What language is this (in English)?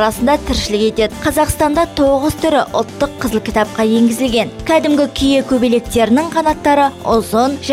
Kazakh